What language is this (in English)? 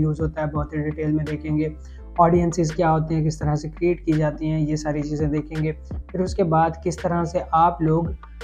Hindi